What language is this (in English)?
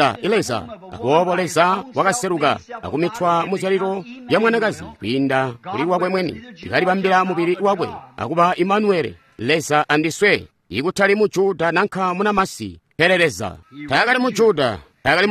Tonga (Zambia)